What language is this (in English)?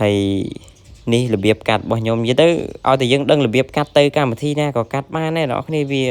Khmer